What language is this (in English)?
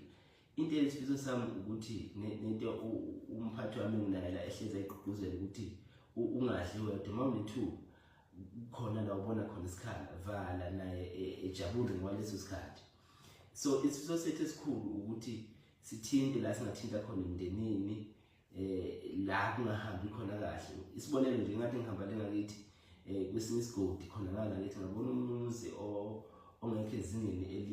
Zulu